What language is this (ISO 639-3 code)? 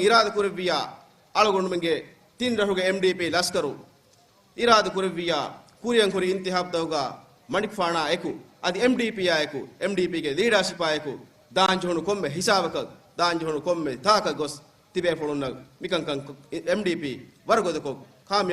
div